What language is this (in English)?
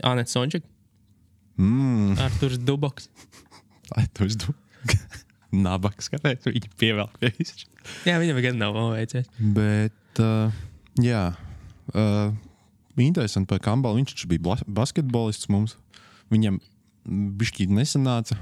Latvian